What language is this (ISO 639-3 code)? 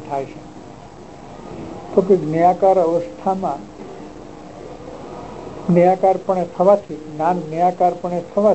guj